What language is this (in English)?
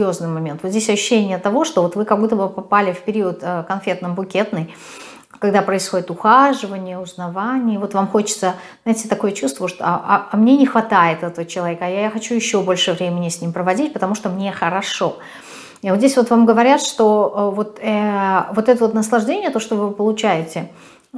Russian